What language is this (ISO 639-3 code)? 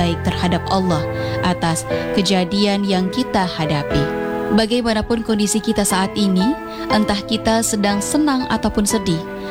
ind